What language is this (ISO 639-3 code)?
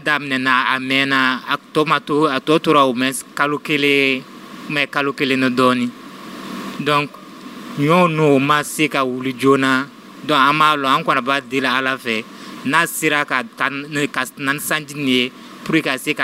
dyu